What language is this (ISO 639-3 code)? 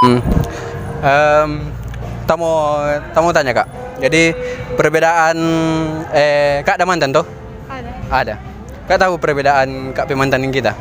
xmm